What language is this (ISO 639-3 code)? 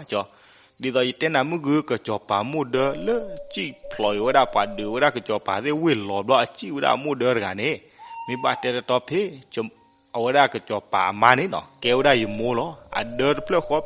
ksw